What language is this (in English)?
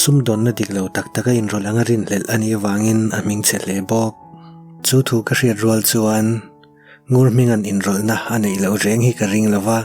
Mizo